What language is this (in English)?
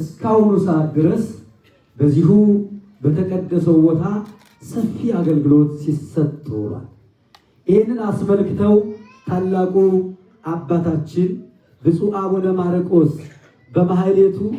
Amharic